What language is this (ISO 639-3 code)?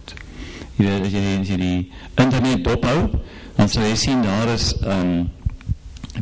afr